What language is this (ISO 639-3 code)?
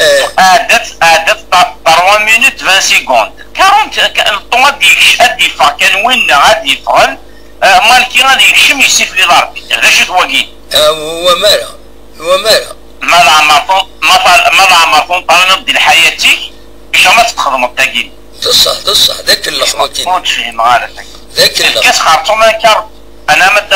kab